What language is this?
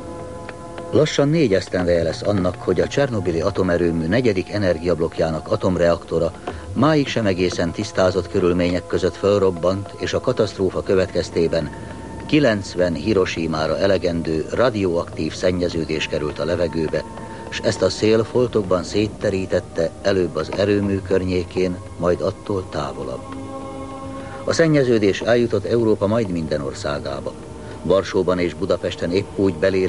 Hungarian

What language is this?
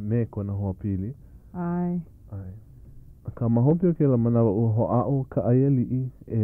Hawaiian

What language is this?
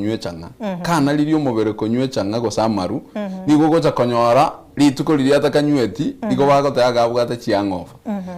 Gusii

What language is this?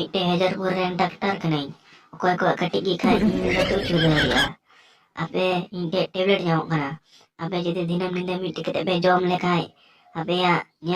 Santali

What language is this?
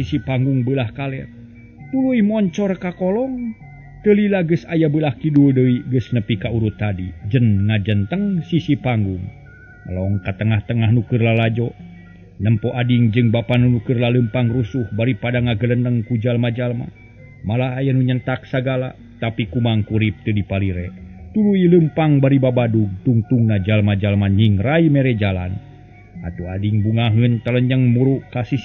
Sundanese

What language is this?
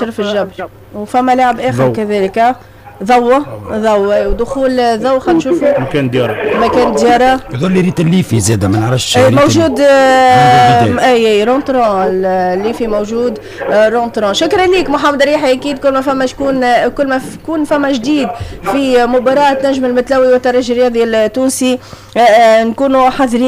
Tunisian Arabic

